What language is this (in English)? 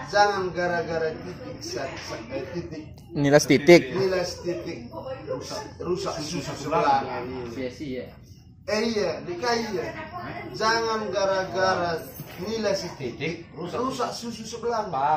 Batak Karo